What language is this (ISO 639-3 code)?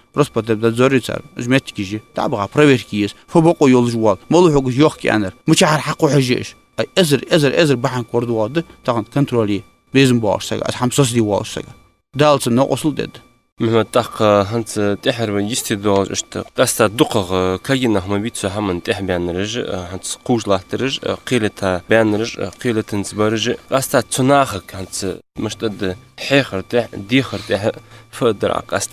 inh